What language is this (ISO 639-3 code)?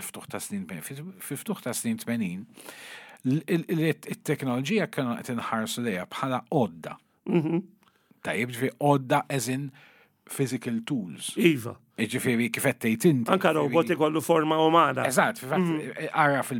mlt